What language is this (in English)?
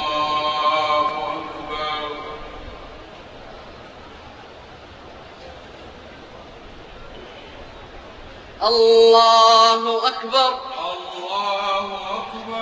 Arabic